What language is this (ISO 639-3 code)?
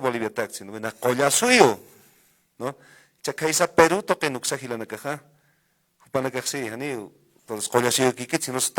aym